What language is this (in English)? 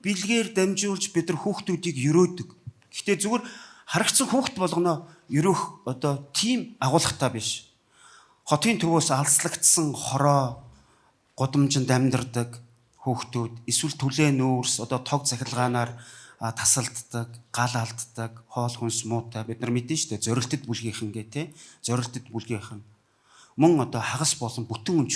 Mongolian